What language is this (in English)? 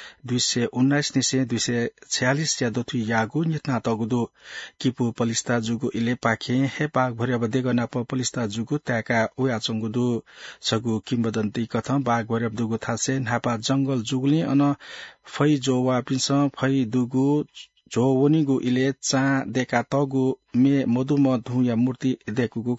Newari